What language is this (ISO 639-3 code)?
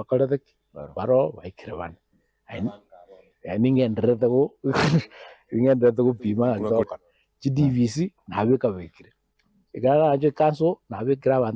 guz